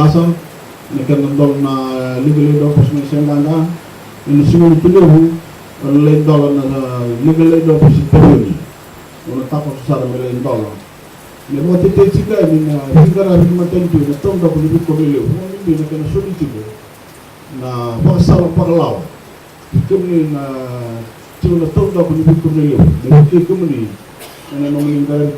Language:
Fijian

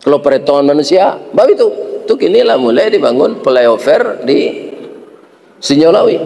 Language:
Minangkabau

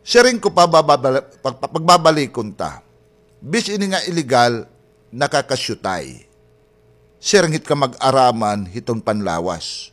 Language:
Waray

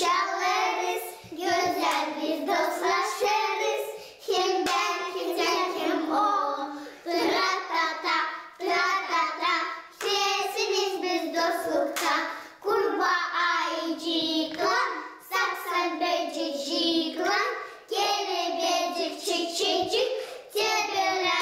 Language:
Gagauz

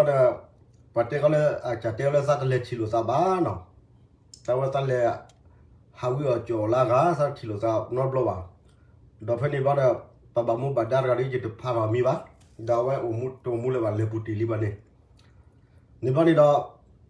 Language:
S'gaw Karen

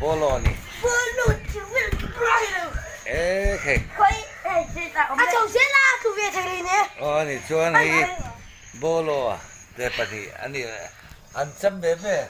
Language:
Mizo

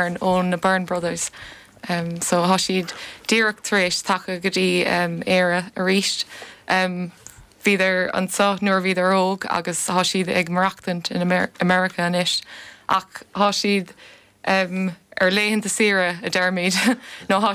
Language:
Irish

